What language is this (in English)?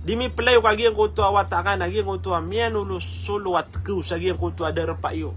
Maranao